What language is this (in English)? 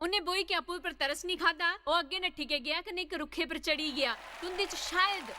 Dogri